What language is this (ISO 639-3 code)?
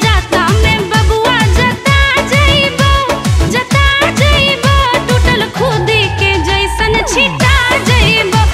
bho